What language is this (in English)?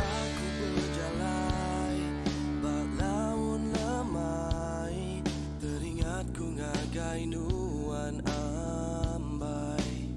Iban